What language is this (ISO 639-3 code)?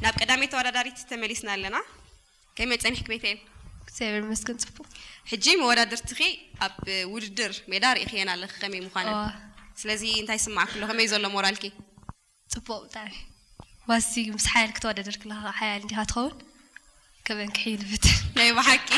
tir